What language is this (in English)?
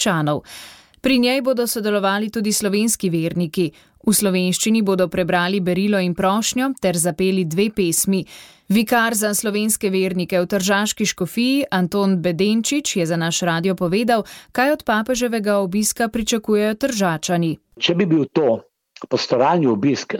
Slovenian